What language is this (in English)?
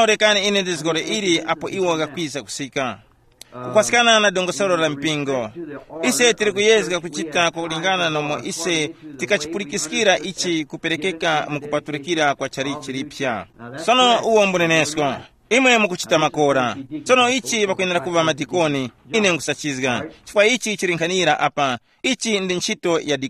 Tumbuka